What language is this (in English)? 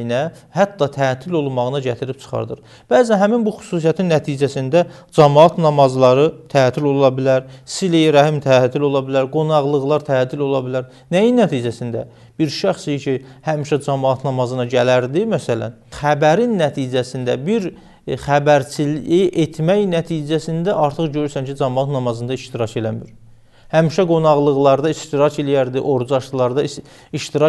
Azerbaijani